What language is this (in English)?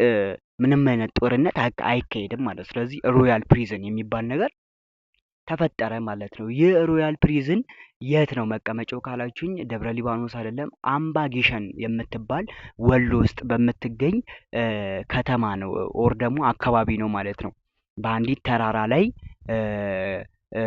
Amharic